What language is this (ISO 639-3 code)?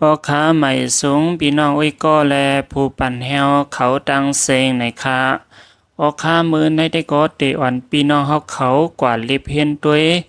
shn